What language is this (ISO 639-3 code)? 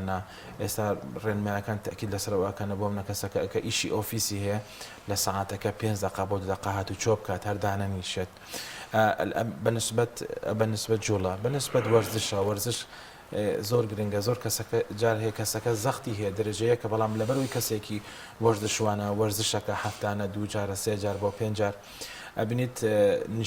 ckb